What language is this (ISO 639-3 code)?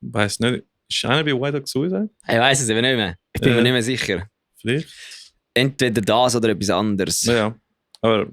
gsw